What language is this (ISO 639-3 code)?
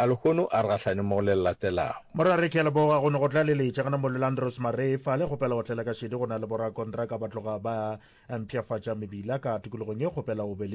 nso